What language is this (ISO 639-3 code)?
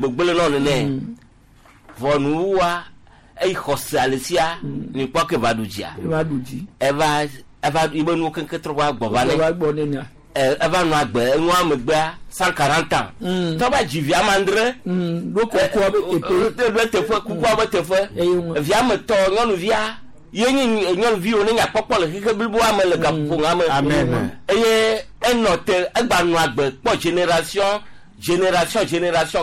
gej